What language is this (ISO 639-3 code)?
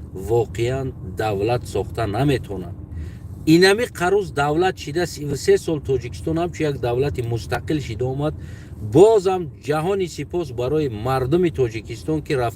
tgk